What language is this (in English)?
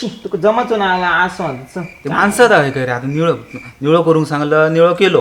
Konkani